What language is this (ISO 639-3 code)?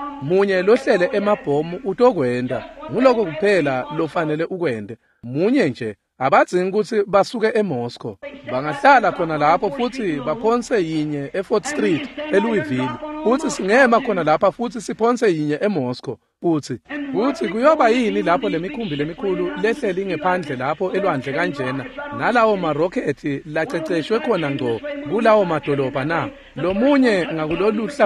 ssw